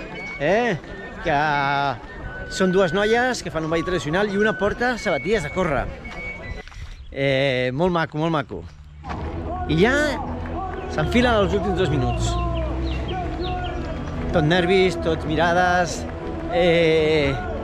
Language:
Catalan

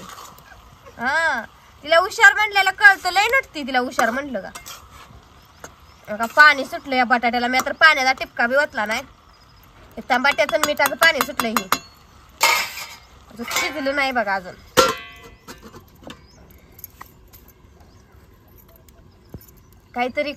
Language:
Marathi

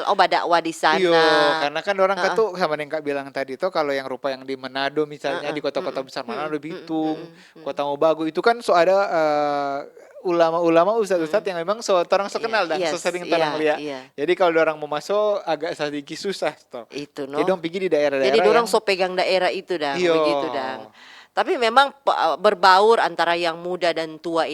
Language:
Manado Malay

